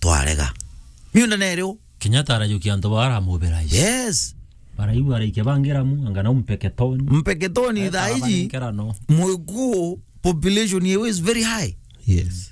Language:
Meru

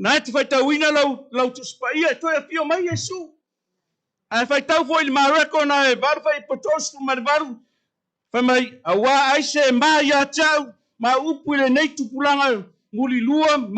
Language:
Samoan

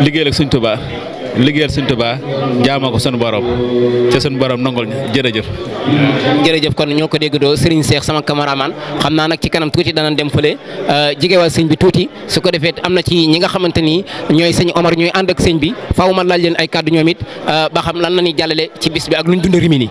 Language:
Wolof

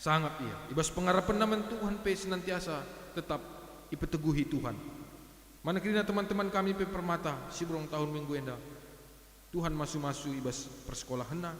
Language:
Batak Karo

